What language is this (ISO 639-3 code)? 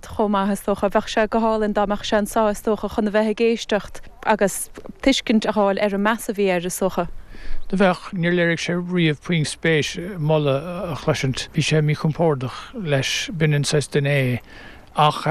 gle